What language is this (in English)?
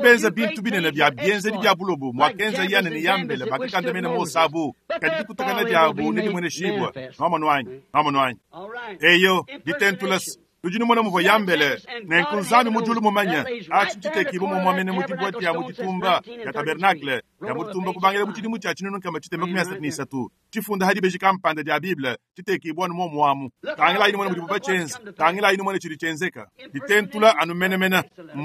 Luba-Lulua